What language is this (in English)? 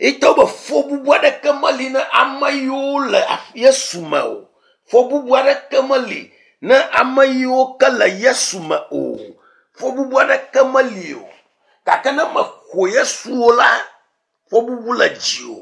Ewe